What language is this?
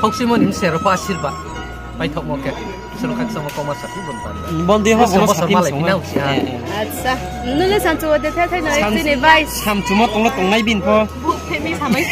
Riang (India)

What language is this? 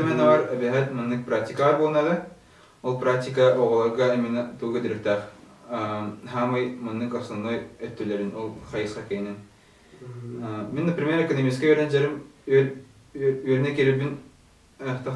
Yakut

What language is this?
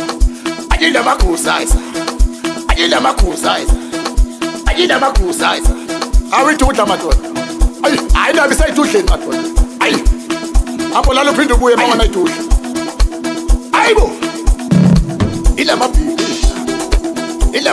English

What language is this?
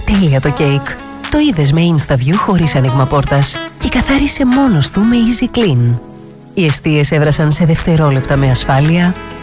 Greek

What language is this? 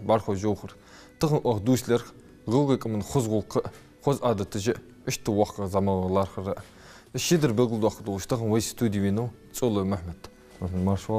Ingush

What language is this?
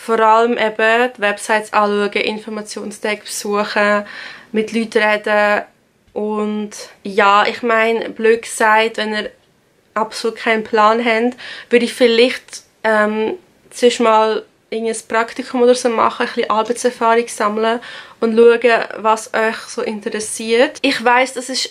Swiss German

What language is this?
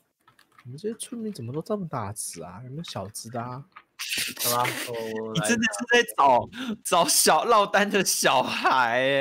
Chinese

